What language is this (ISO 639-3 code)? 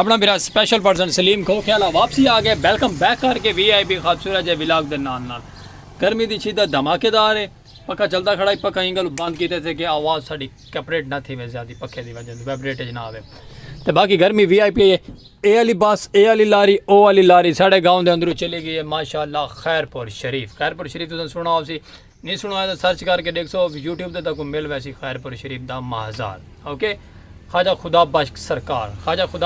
skr